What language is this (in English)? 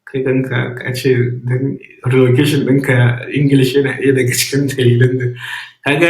Hausa